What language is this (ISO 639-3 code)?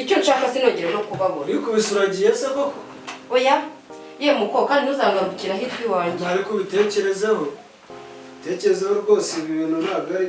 kin